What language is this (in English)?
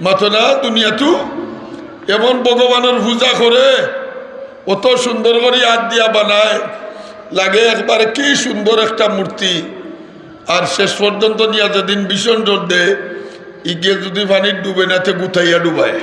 Sylheti